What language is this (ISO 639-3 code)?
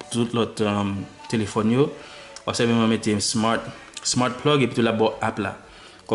hat